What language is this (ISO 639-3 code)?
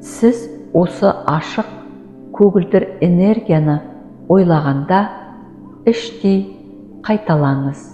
kaz